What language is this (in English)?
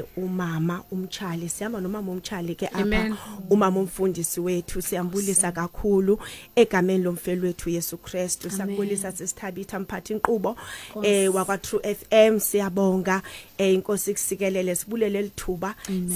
Xhosa